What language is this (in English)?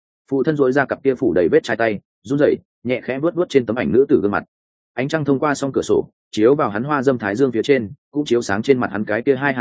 Vietnamese